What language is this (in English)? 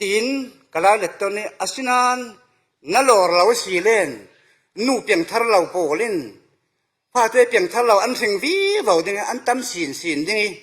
Falam Chin